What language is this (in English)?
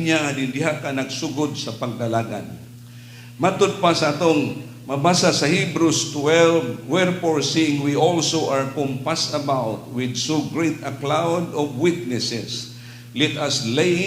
Cebuano